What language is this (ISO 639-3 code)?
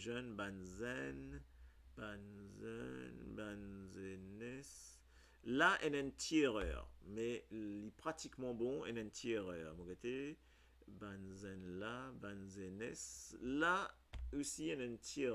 mfe